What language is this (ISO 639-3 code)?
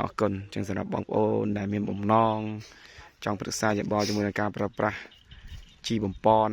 khm